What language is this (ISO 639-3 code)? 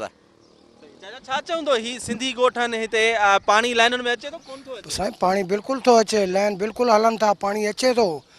snd